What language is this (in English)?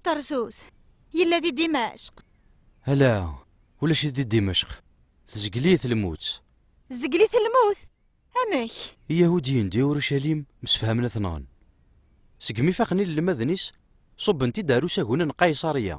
Kabyle